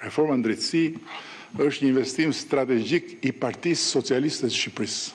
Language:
Albanian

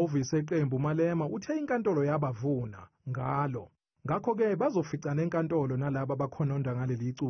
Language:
Zulu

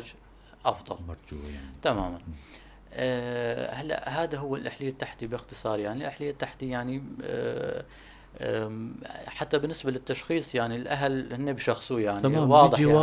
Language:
North Levantine Arabic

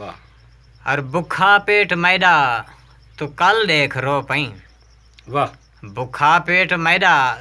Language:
Saraiki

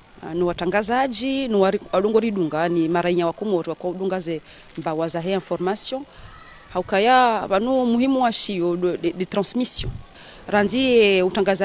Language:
Ngazidja Comorian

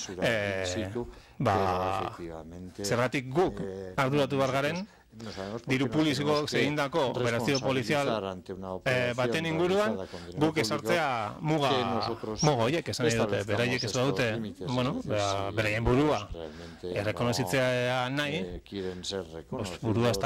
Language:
Basque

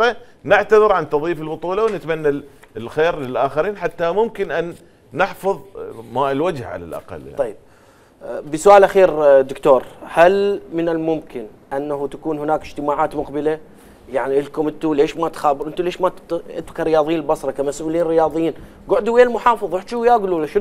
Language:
Mesopotamian Arabic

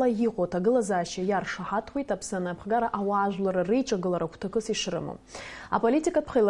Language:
Abkhazian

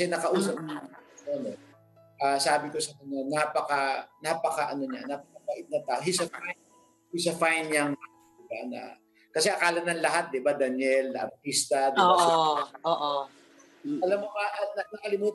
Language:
Filipino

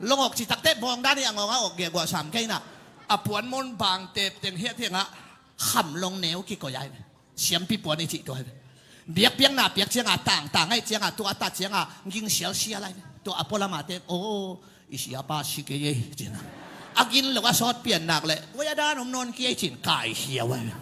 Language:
Tedim Chin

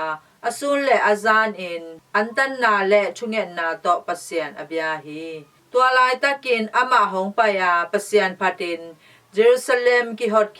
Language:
Tedim Chin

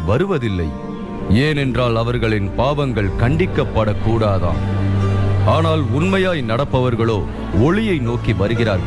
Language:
Tamil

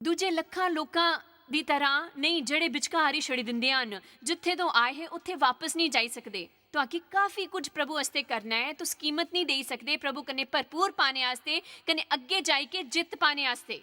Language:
Dogri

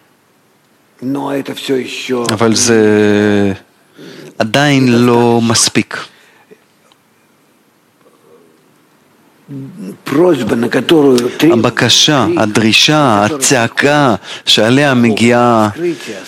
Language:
Hebrew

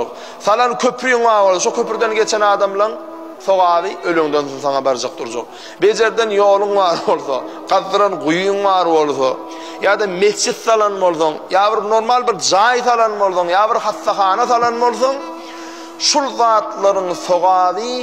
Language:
Turkmen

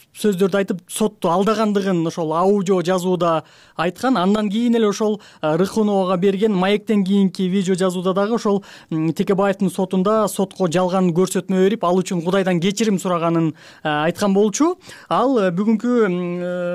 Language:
Kyrgyz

